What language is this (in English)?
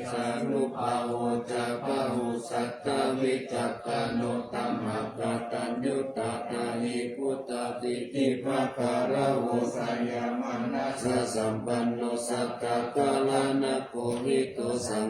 Pali